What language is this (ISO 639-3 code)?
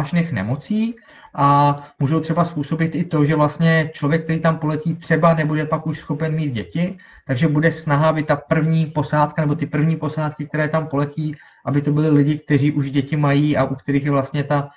ces